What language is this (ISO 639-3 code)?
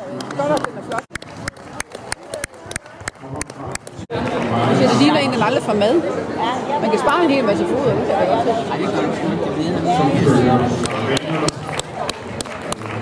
dan